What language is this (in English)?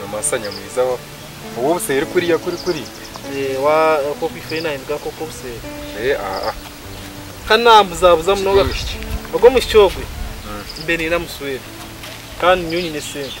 Nyankole